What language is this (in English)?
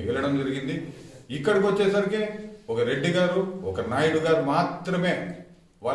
Telugu